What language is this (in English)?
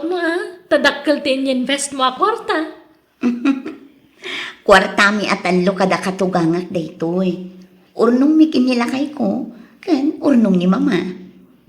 Iloko